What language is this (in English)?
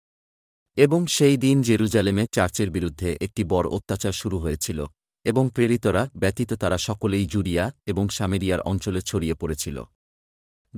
Bangla